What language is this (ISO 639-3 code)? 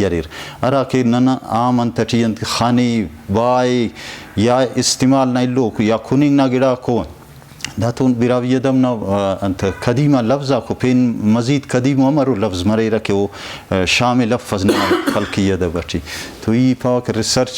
brh